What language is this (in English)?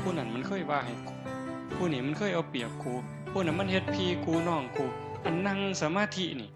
Northeastern Thai